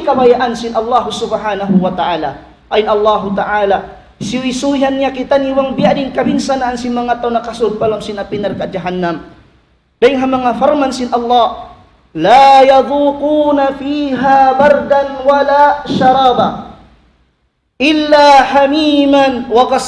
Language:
Tausug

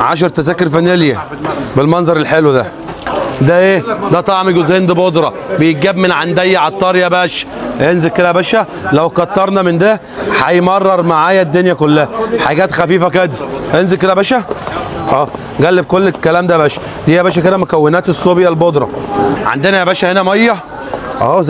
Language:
Egyptian Arabic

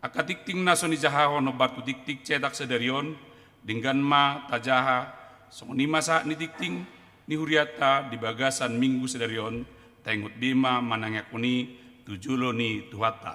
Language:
Batak Toba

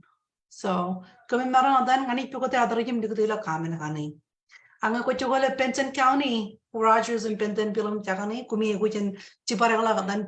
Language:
Marshallese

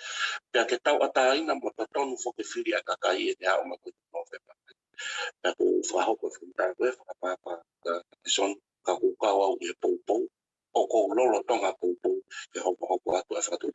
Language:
Tongan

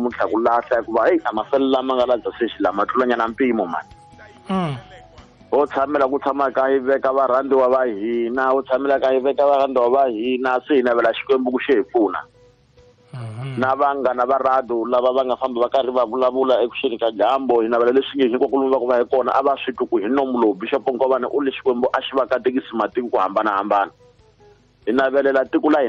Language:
Tsonga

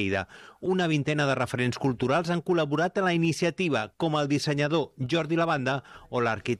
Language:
Catalan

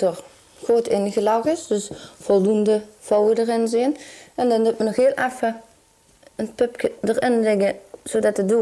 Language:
Limburgish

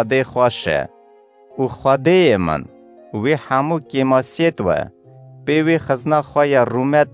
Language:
Kurdish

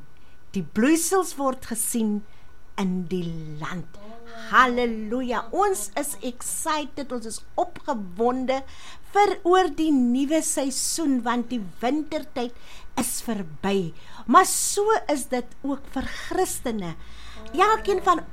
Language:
Afrikaans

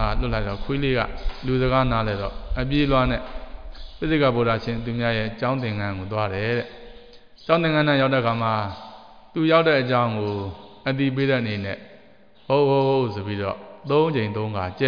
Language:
Burmese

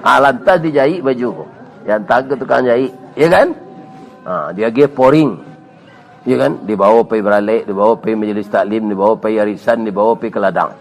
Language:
Minangkabau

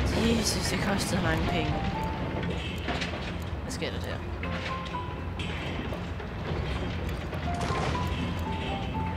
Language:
Danish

